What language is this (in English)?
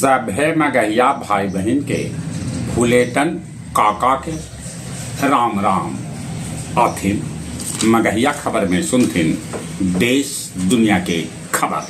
Magahi